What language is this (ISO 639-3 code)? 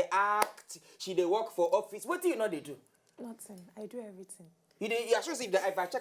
pcm